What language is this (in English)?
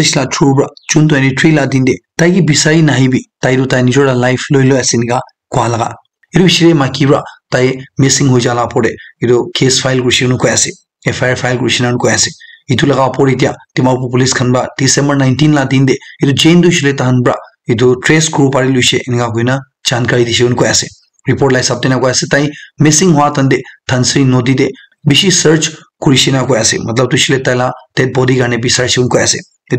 Naga Pidgin